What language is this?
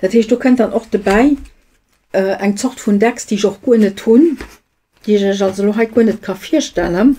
Luxembourgish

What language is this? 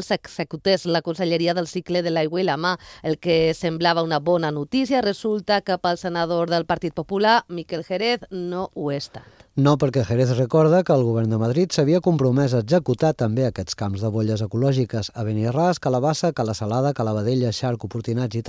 Catalan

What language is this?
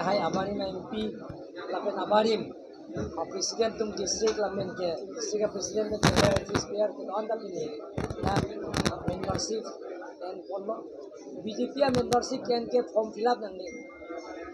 Karbi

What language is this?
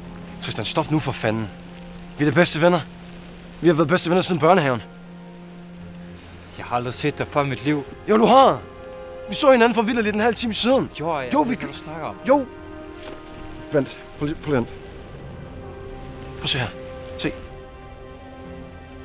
Danish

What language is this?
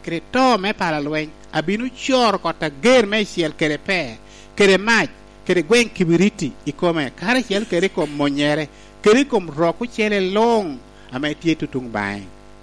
Lango (Uganda)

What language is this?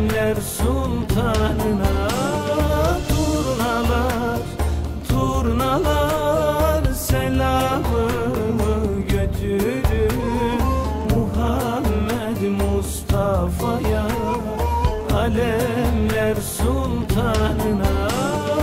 Turkish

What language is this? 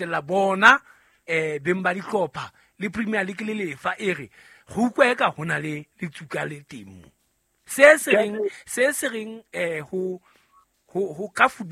Southern Sotho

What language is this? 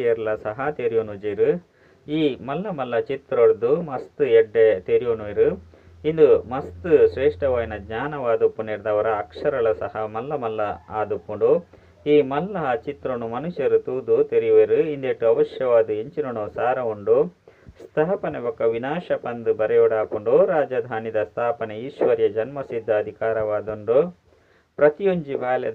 Tulu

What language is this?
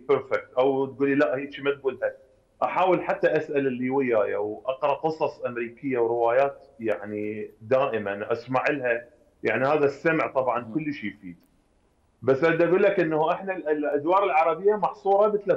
Mesopotamian Arabic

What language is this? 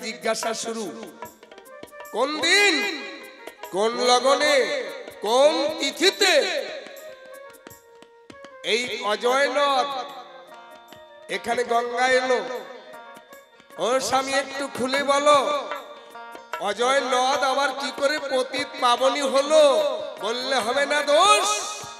Bangla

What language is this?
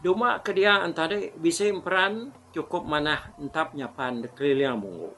Iban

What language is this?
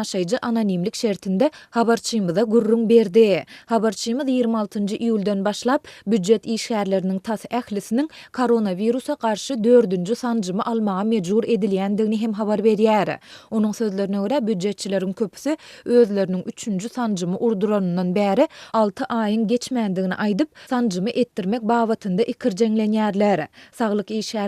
Turkmen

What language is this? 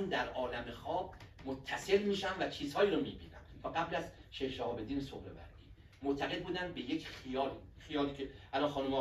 Persian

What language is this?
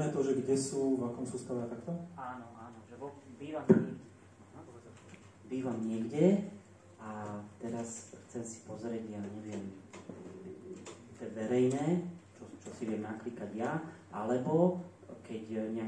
Slovak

